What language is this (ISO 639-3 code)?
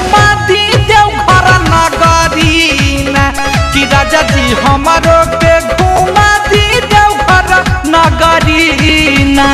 bho